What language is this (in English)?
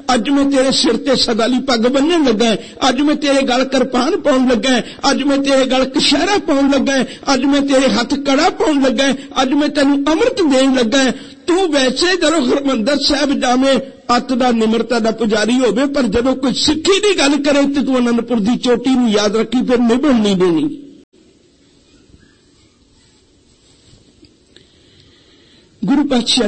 Punjabi